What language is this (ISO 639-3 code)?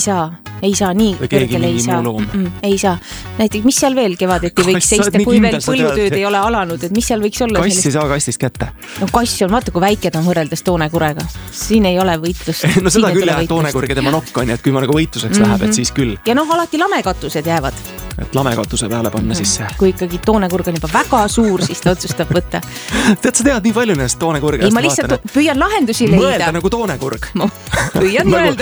est